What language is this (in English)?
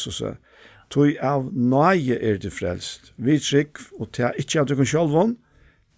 Faroese